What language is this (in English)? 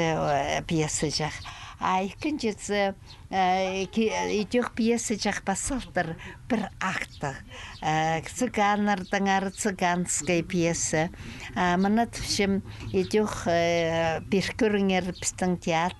Khakas